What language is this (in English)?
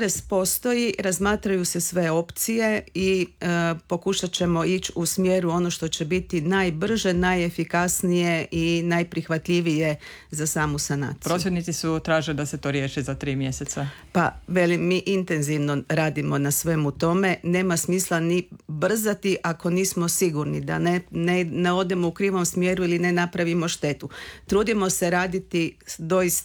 Croatian